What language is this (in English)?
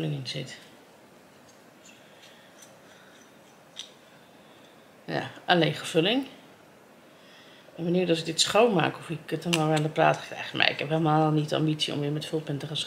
Dutch